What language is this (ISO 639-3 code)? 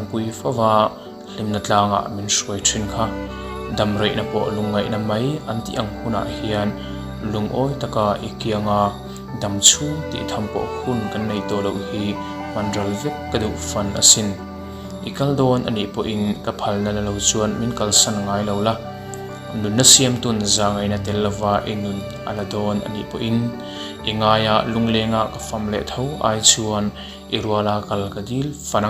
lus